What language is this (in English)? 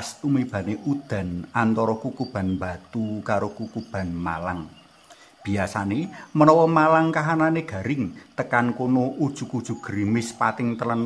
Javanese